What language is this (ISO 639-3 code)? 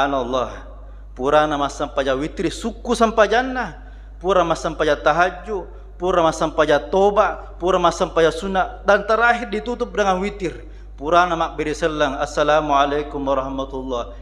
bug